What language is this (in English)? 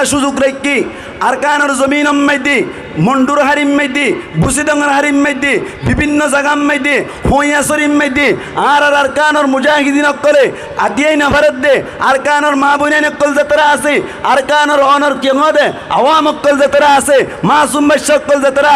Rohingya